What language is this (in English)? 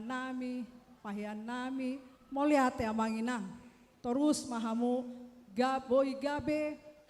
Batak Toba